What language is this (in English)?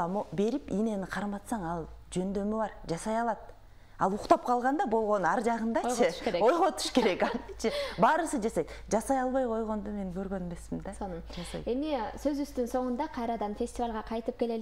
Kyrgyz